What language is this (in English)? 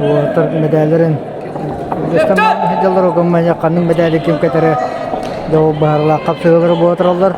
Yakut